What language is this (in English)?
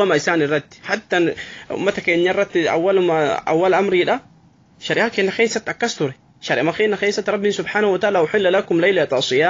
Oromo